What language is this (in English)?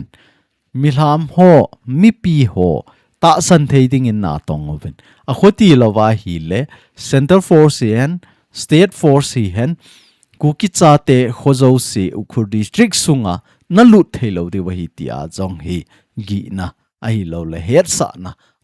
Thado Chin